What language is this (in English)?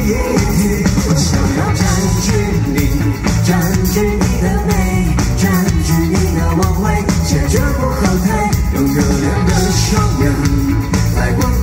Chinese